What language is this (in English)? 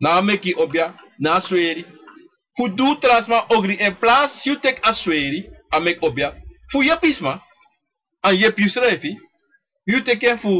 Sranan Tongo